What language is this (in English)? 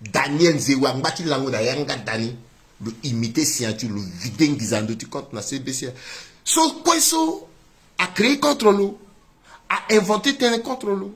Sango